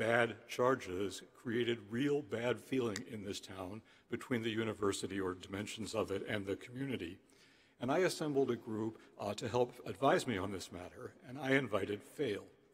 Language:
English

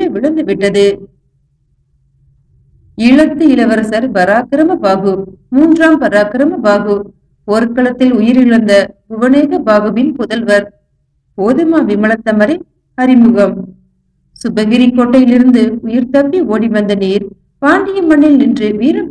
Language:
Tamil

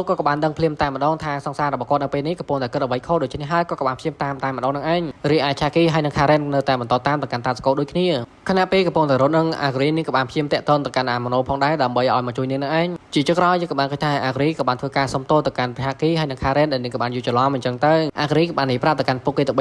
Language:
Khmer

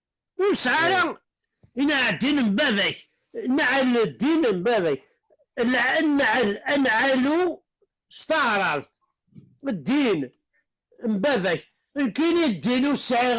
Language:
Kabyle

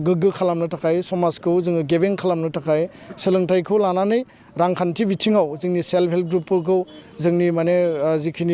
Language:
Bodo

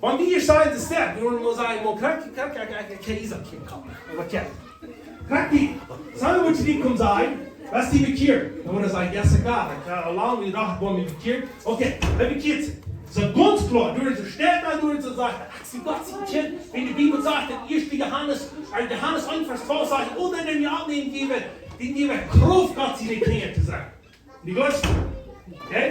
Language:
Plautdietsch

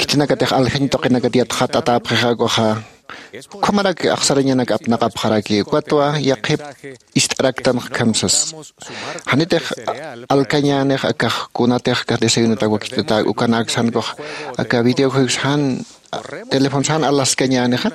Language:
Aymara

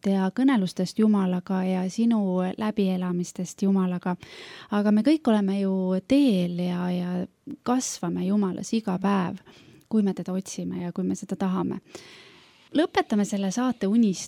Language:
Estonian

